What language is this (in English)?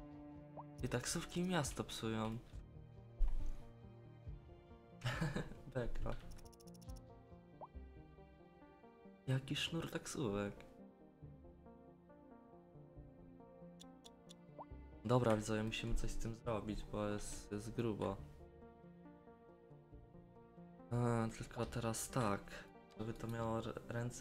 Polish